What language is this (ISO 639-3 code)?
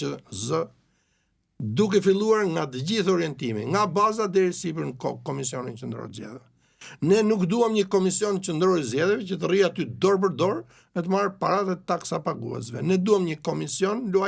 sqi